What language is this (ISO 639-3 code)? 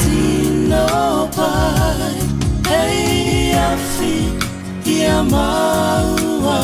mri